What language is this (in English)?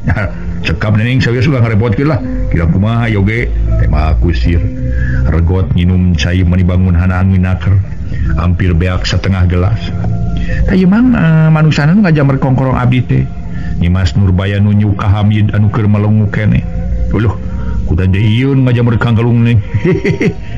Sundanese